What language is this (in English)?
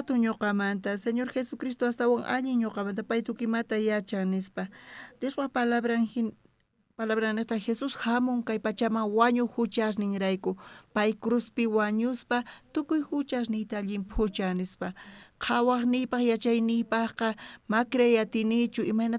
South Bolivian Quechua